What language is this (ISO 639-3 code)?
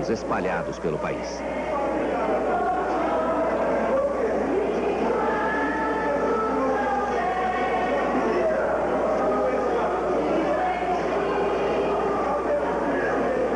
por